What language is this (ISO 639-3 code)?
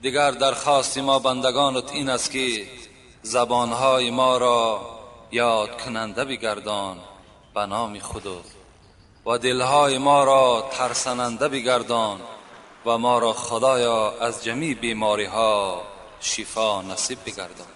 tgk